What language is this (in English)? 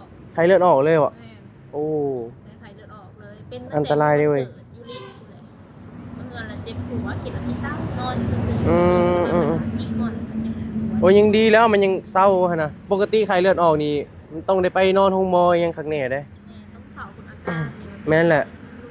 Northeastern Thai